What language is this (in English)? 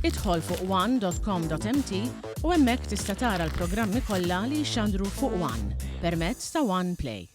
Maltese